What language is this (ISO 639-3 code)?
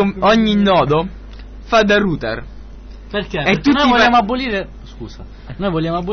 ita